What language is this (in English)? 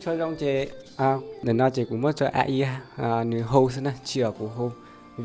Hmong